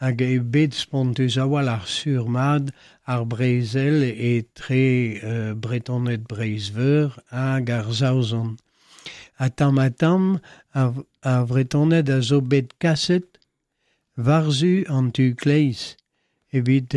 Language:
Breton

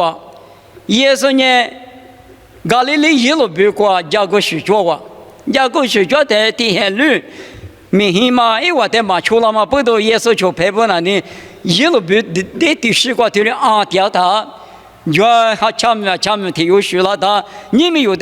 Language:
Lisu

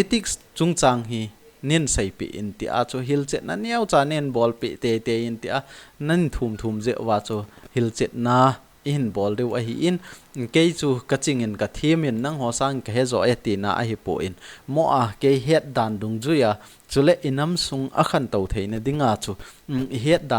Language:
Thado Chin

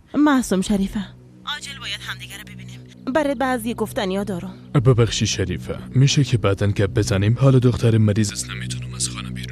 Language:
Persian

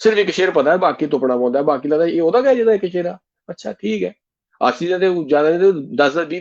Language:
Dogri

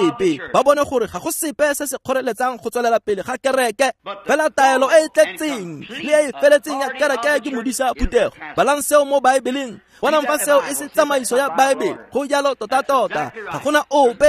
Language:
Tswana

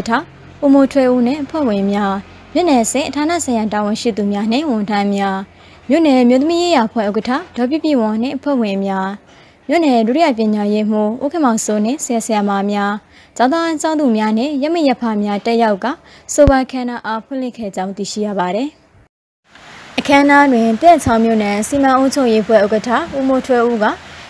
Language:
Burmese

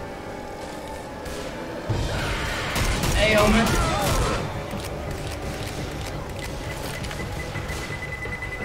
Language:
Portuguese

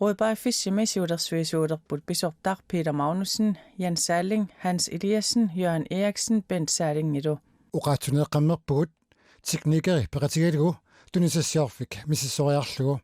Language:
Kalaallisut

